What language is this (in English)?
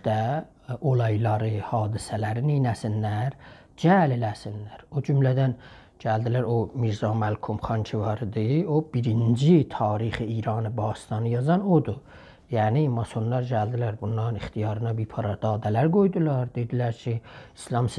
South Azerbaijani